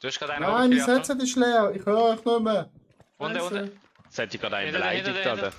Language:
Swiss German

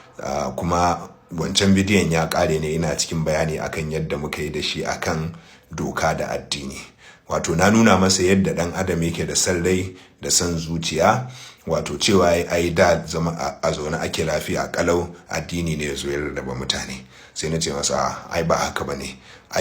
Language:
Hausa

